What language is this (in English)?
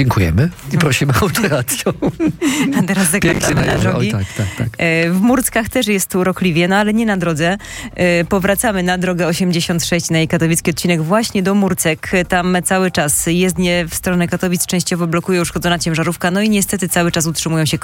Polish